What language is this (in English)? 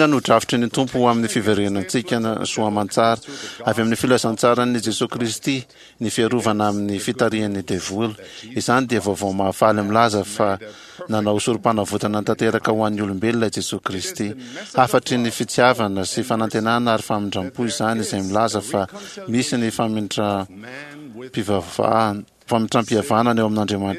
Malagasy